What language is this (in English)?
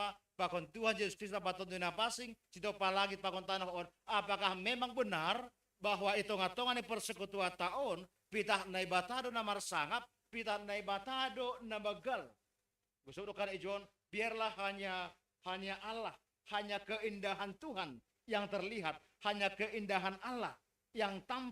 Batak Simalungun